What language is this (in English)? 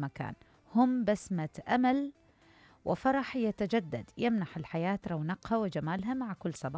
Mesopotamian Arabic